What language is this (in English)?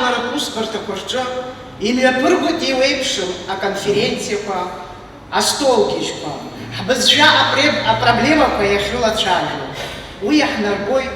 Abkhazian